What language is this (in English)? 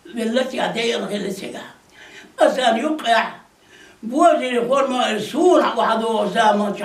Chechen